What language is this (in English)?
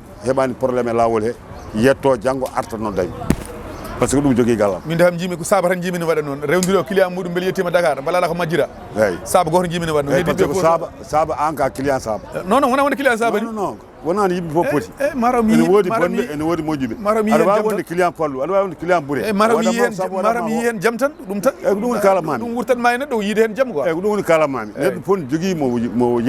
Fula